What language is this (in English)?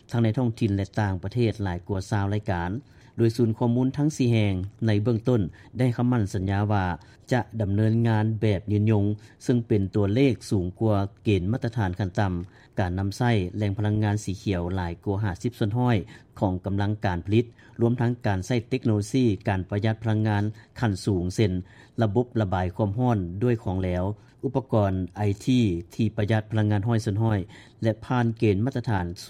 Lao